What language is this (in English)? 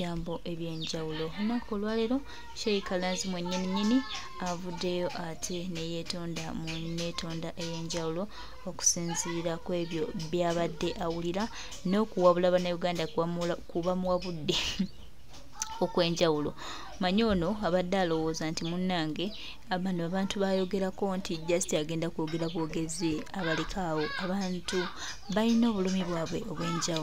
Ganda